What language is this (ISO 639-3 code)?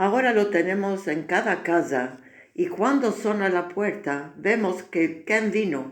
lad